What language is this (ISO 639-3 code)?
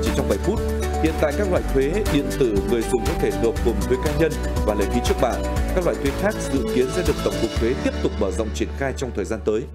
vie